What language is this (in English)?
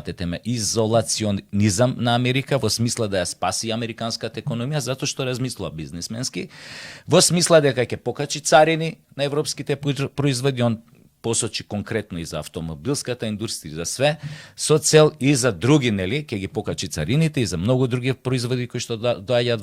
Macedonian